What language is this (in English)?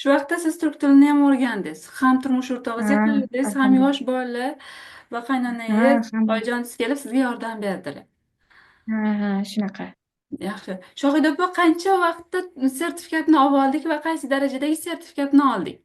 Uzbek